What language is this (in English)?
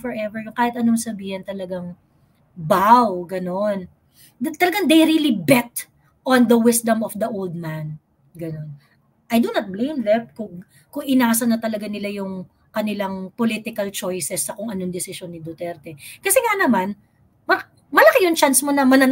Filipino